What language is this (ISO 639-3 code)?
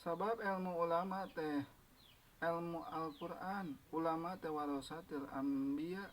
sun